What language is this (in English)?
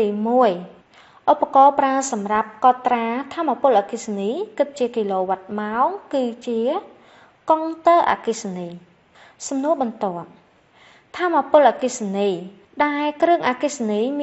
Khmer